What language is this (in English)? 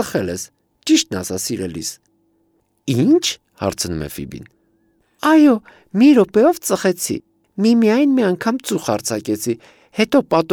Armenian